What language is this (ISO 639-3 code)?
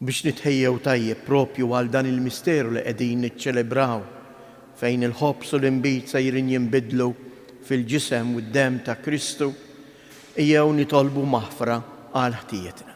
mlt